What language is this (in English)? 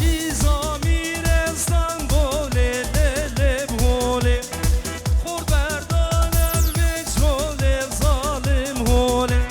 Kurdish